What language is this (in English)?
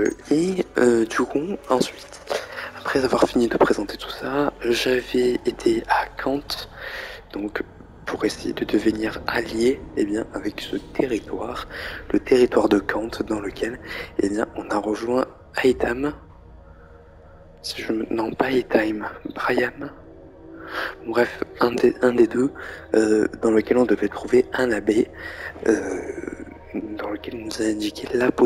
French